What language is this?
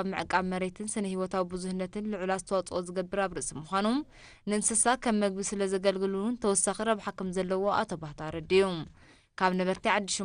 Tigrinya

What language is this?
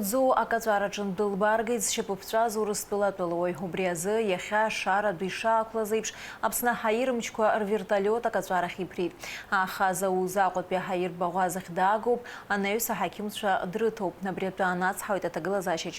Abkhazian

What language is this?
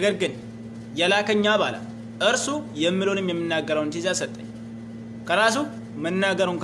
Amharic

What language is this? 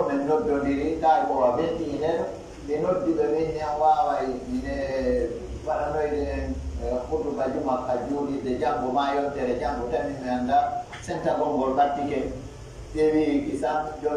Pular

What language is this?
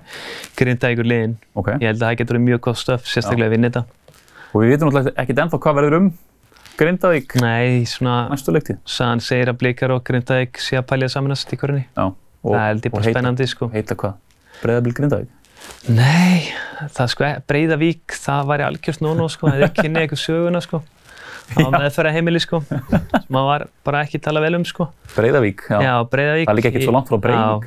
Icelandic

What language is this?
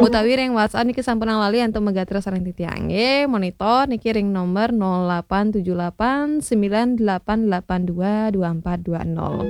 Balinese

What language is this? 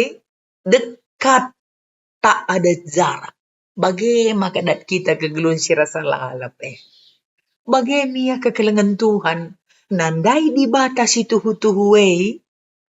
Batak Karo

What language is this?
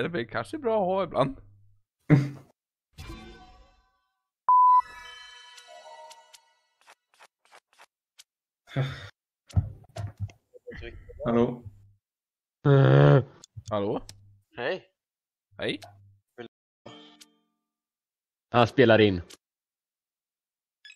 Swedish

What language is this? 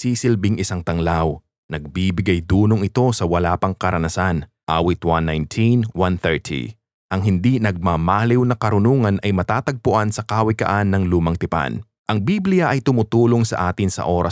Filipino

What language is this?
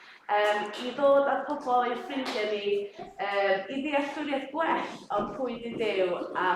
Welsh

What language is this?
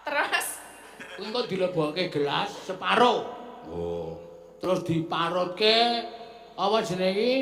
Javanese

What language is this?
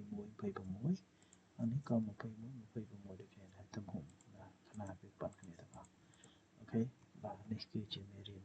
Khmer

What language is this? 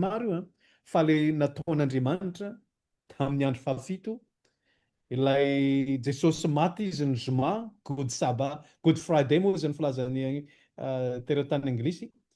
Malagasy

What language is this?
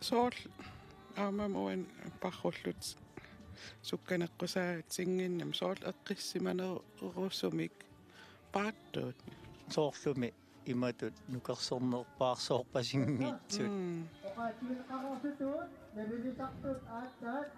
Kalaallisut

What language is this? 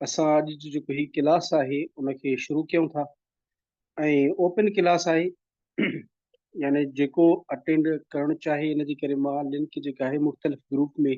Sindhi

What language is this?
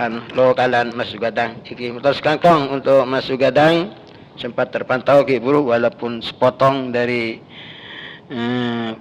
Madurese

